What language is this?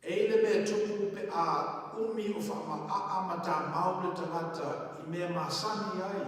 Samoan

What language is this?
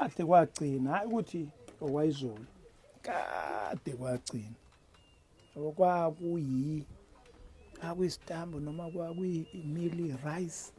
Zulu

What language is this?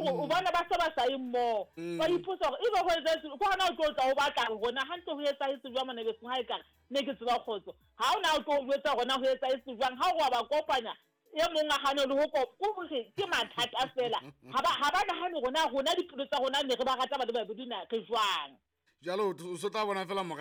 Southern Sotho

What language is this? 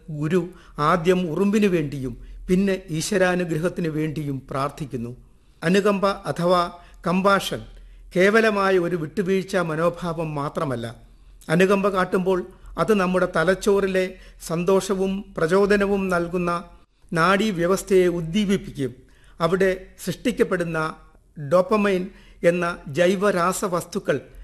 Malayalam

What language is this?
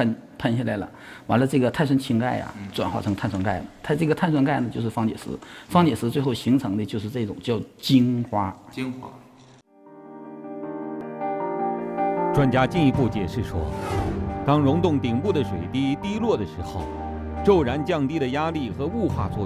Chinese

